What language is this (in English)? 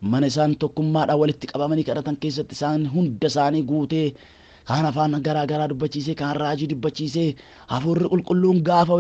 Oromo